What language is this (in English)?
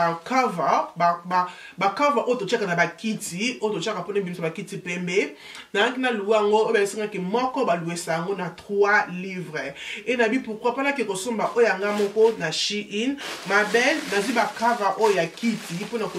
Lingala